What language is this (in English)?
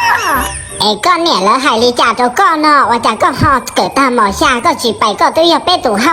Hmong